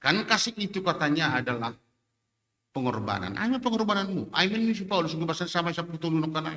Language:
Batak Simalungun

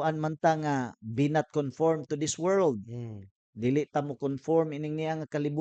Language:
Cebuano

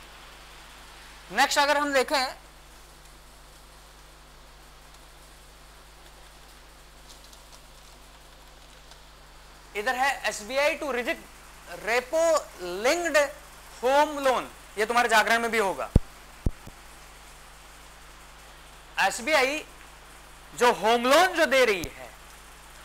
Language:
Hindi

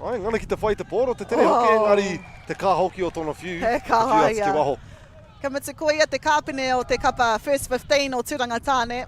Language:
Māori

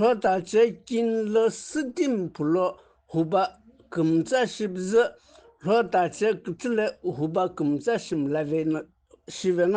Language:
Sumi Naga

